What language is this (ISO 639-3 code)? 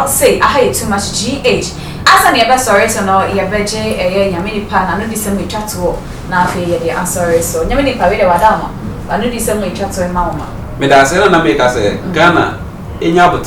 aka